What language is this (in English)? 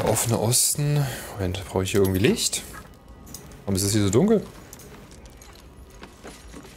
German